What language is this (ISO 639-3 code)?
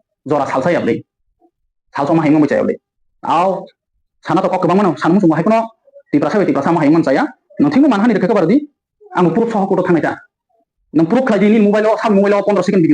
trp